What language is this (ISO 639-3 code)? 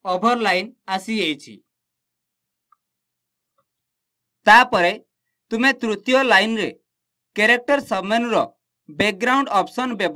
ori